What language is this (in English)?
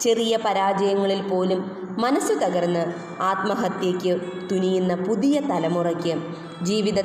Malayalam